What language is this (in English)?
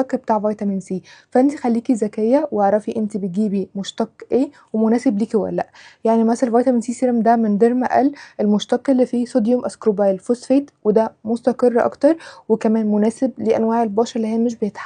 Egyptian Arabic